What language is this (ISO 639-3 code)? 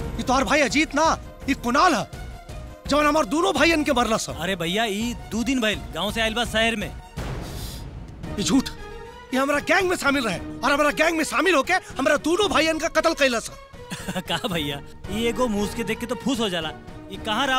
bho